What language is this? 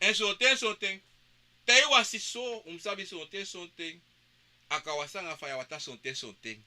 Sranan Tongo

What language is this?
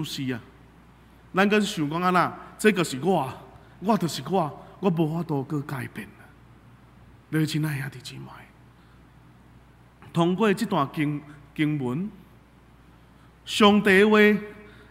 Min Nan Chinese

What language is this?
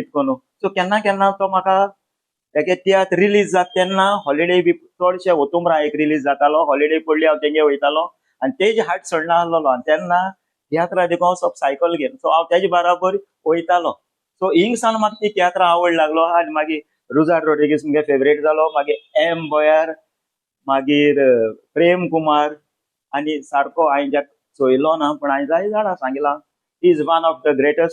Konkani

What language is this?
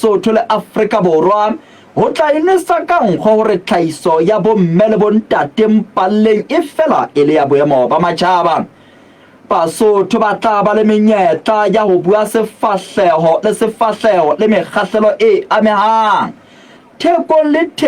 Southern Sotho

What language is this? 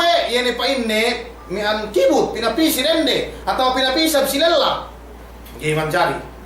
Yakan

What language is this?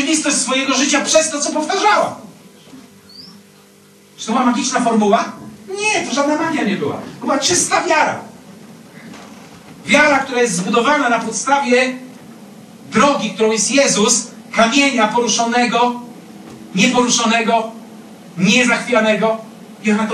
Polish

